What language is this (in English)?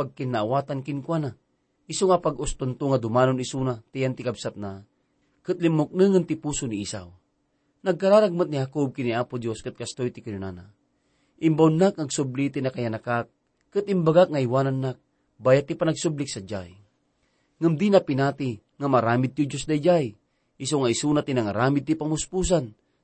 Iloko